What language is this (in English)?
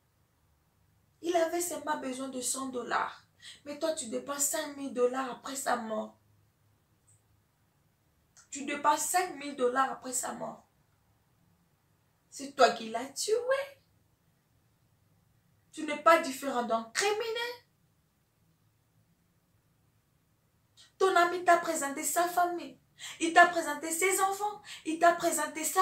French